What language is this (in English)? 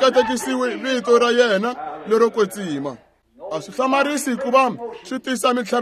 Tsonga